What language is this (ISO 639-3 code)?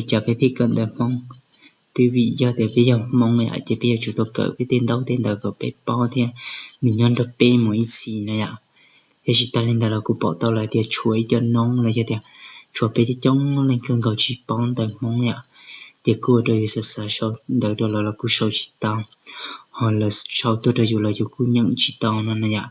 hmn